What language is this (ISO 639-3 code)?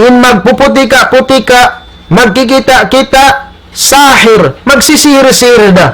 tsg